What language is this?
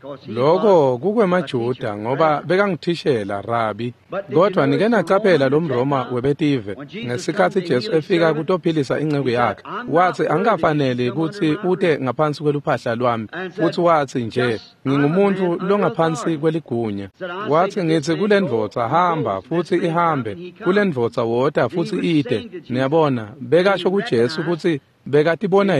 Swati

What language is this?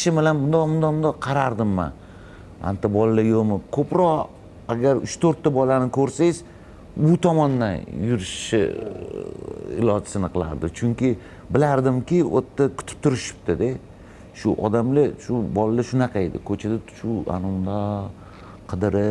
Uzbek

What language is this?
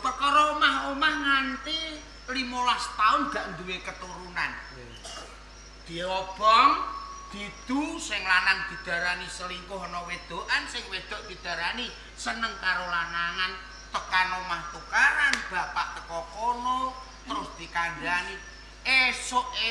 Javanese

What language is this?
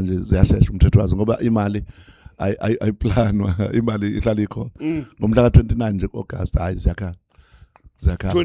Zulu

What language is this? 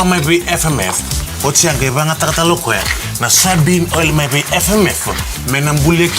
Fijian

